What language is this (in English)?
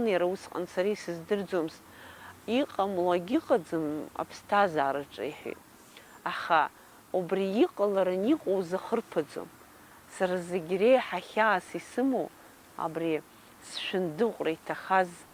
Abkhazian